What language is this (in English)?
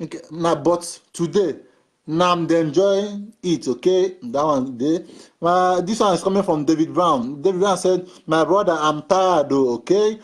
Nigerian Pidgin